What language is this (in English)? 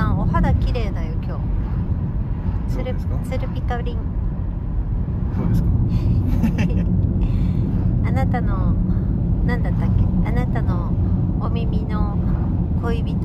Japanese